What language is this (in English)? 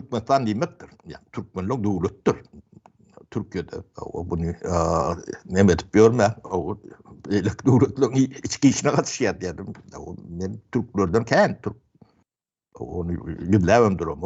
Turkmen